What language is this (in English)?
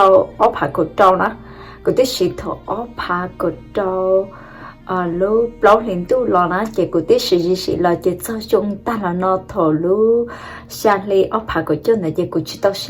Hmong